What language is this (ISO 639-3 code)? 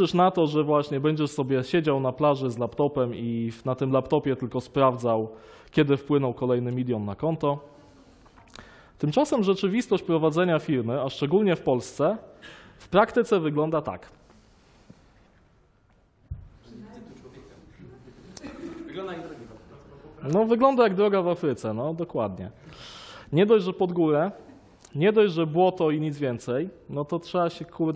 pol